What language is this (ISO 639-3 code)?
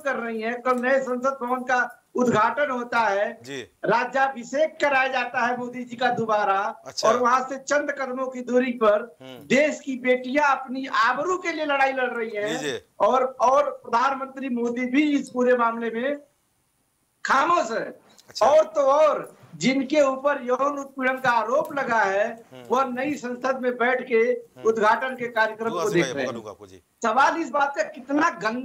hin